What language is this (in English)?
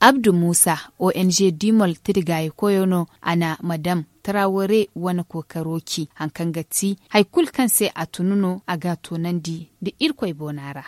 Zarma